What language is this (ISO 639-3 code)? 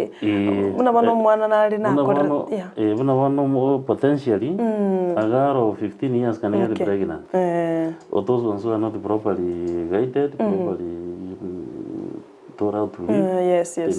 guz